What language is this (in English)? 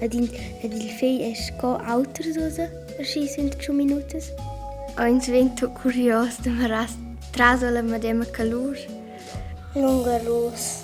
Romansh